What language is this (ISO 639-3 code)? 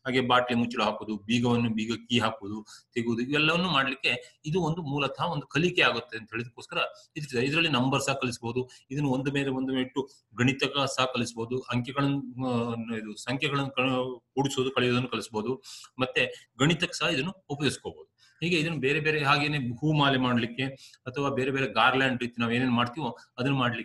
kan